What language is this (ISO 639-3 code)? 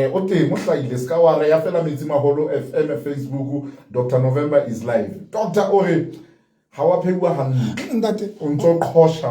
sot